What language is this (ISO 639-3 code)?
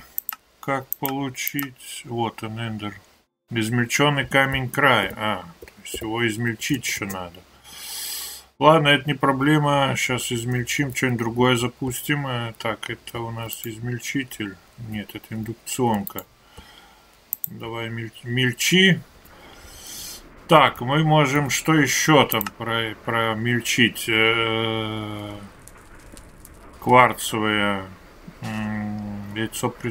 rus